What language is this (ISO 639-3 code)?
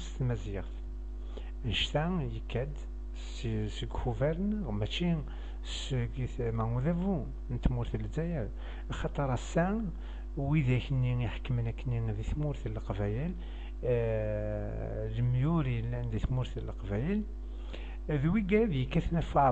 kab